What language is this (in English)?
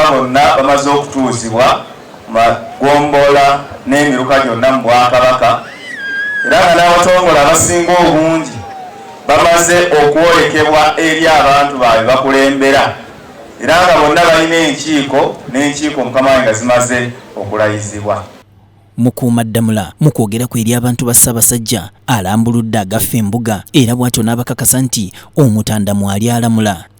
Ganda